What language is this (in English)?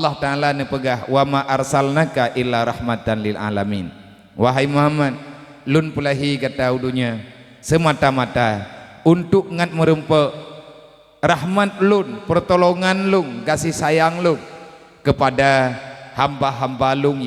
Achinese